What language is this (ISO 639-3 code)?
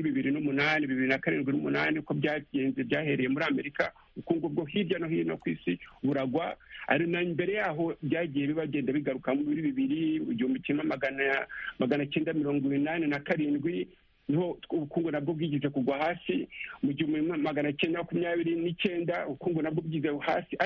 kin